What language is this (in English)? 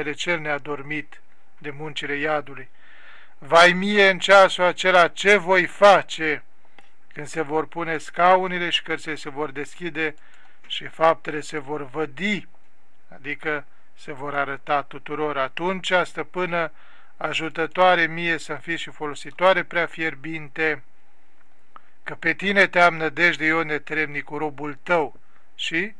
Romanian